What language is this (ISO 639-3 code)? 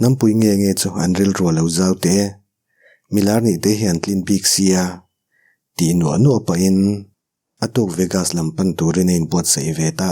lus